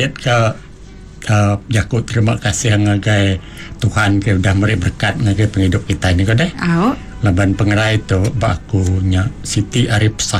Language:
Iban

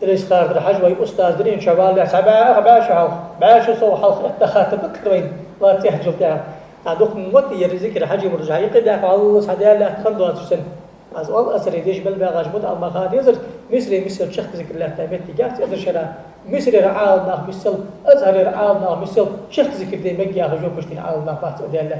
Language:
Ingush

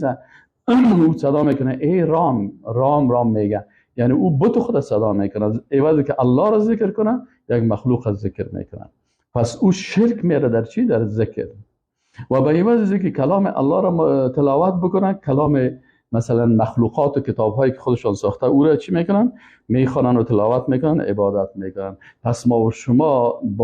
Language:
Persian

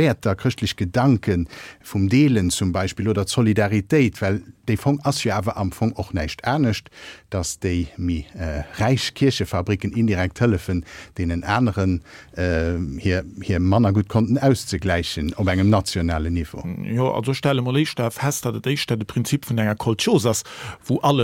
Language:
Luxembourgish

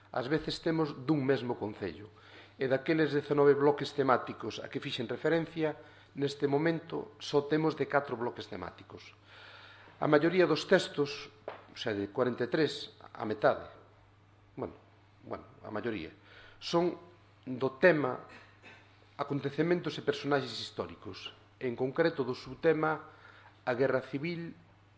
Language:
Galician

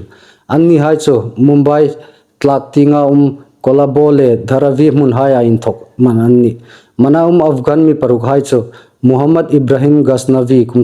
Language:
Hmar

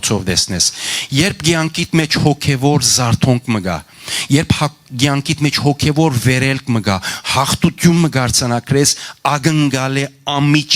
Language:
Western Armenian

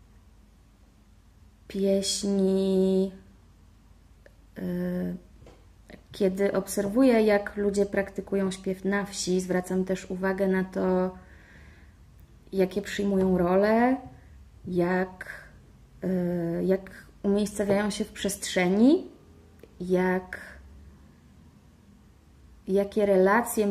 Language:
Polish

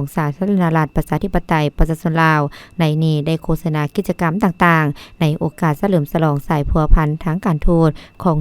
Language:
Lao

